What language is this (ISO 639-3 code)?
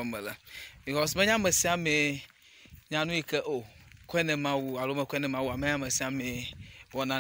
ewe